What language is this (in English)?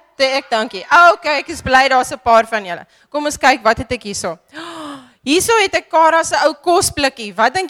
Afrikaans